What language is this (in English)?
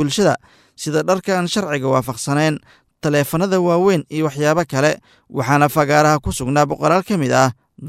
Somali